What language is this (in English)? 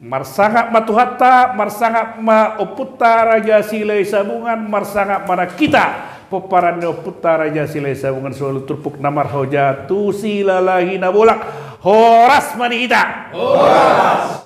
Batak Toba